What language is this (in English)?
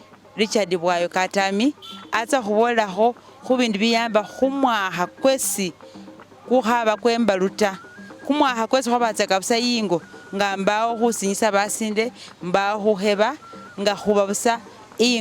Masaaba